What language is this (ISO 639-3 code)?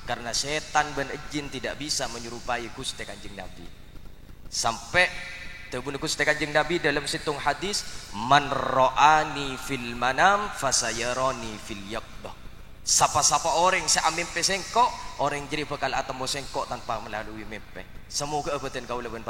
mad